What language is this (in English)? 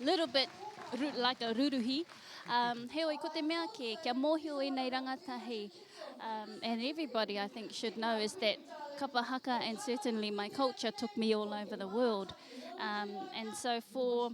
Māori